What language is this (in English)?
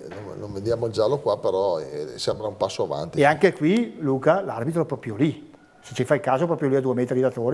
Italian